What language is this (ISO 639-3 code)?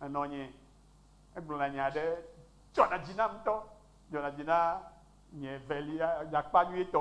ewe